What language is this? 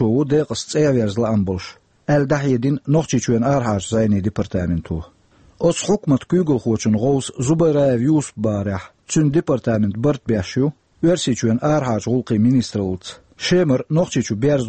Chechen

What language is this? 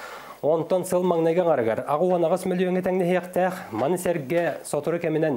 Yakut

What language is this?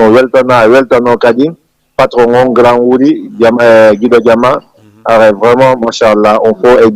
Fula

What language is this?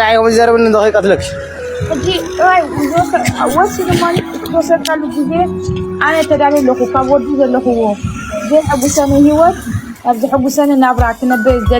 Tigrinya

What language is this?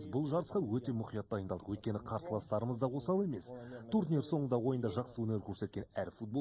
Kazakh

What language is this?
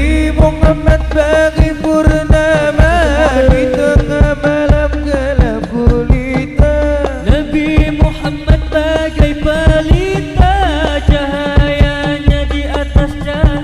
Banjar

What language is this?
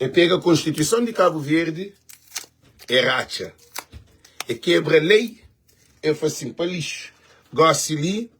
Kabuverdianu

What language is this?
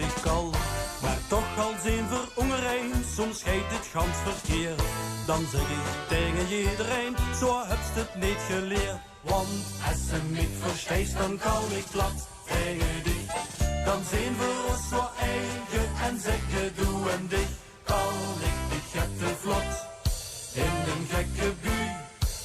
Limburgish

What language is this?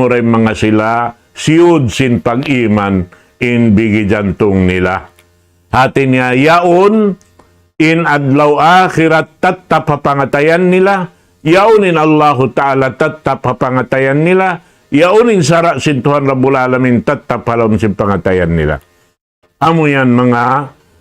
Tausug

